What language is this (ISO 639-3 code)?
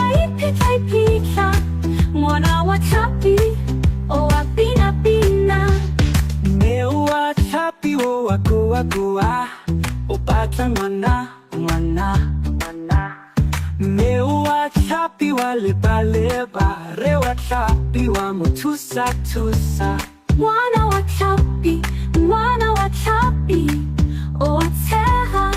tsn